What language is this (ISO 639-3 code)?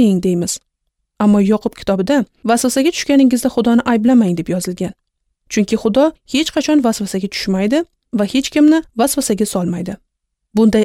uzb